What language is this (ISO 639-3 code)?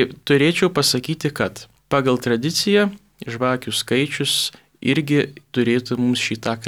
lit